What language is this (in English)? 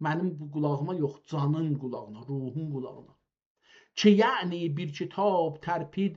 South Azerbaijani